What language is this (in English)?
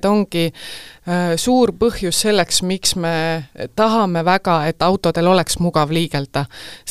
Estonian